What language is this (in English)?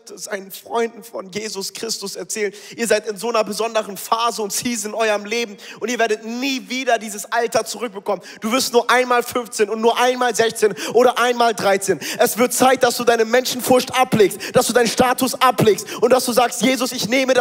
Swiss German